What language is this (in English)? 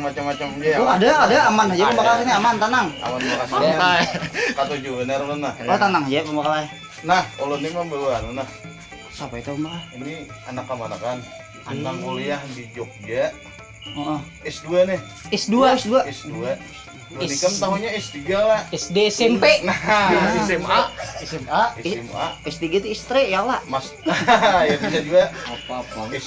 Banjar